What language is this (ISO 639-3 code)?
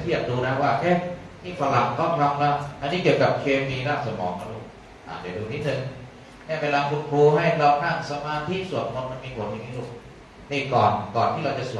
tha